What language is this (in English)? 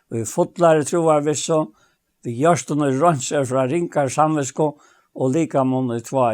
Faroese